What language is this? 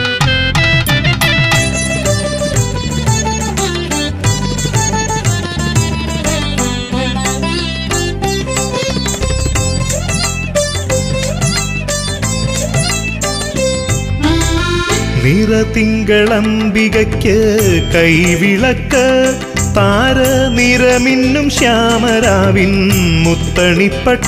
Malayalam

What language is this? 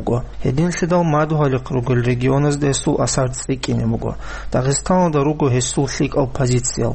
Avaric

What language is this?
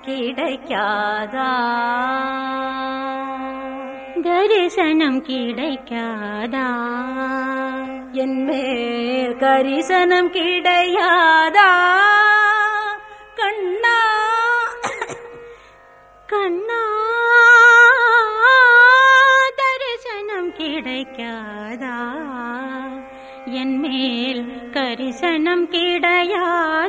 Tamil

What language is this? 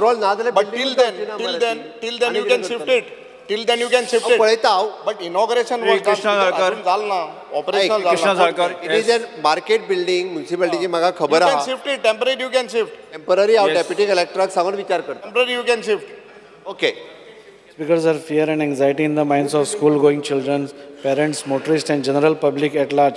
Konkani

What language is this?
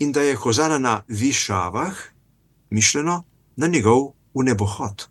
Slovenian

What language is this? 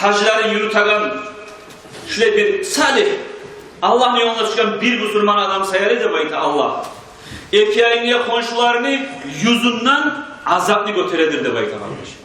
Kumyk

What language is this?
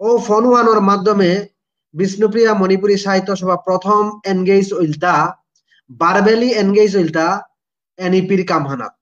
Bishnupriya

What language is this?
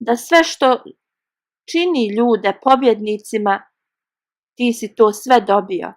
Bosnian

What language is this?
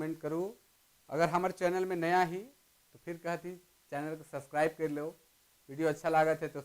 Sadri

